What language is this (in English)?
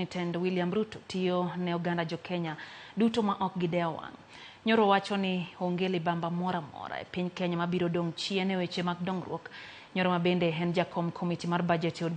Luo (Kenya and Tanzania)